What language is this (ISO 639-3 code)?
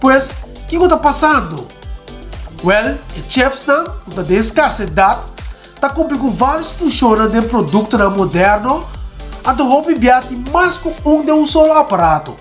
pap